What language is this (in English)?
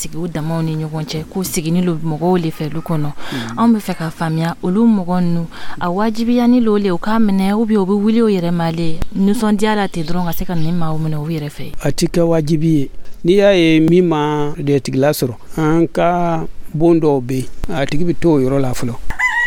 Dyula